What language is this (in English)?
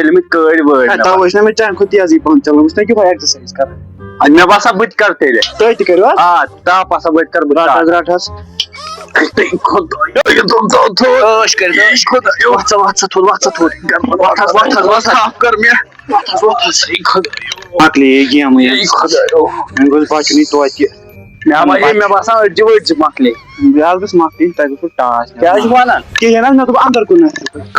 Kashmiri